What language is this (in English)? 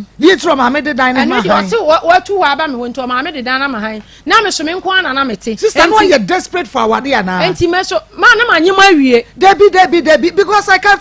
Akan